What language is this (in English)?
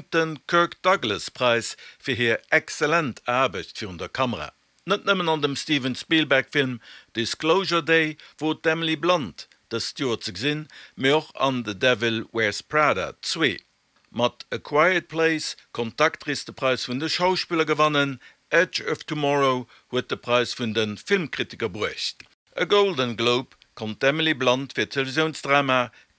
Luxembourgish